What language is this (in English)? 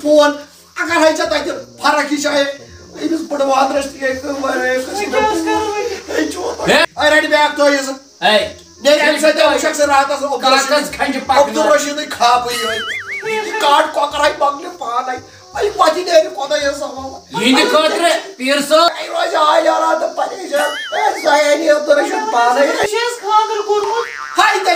Kashmiri